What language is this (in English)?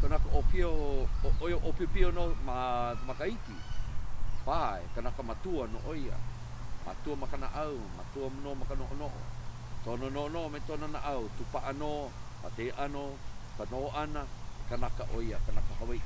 Hawaiian